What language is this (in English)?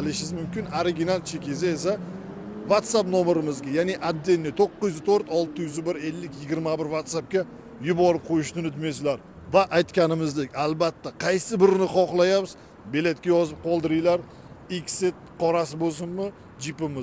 Uzbek